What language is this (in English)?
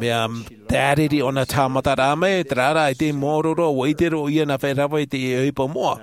Tahitian